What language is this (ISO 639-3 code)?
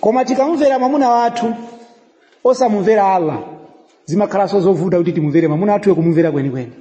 nya